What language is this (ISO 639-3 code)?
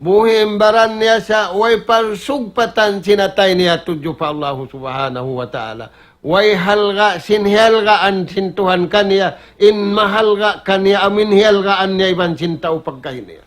tsg